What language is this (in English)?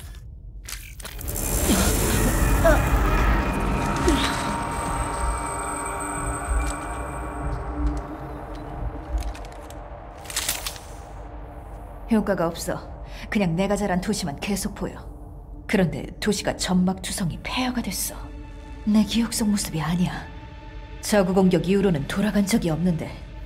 Korean